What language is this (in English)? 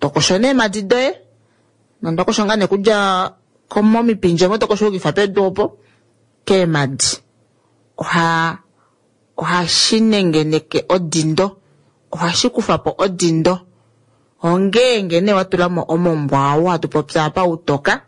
Kuanyama